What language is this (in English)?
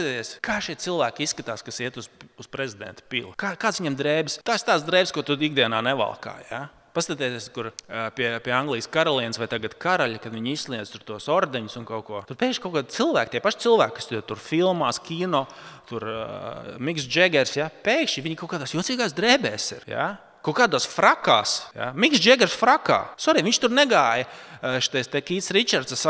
Latvian